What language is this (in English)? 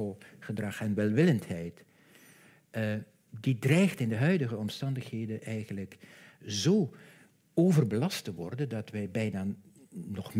Dutch